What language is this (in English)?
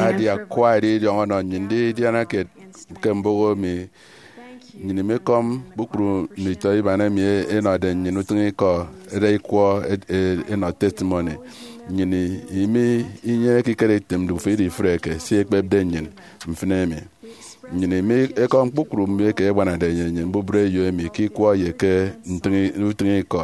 Efik